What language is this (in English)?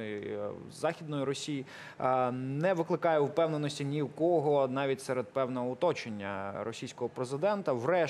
Ukrainian